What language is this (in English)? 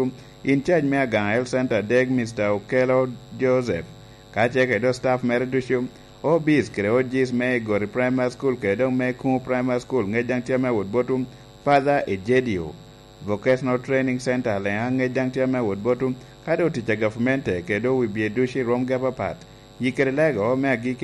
Lango (Uganda)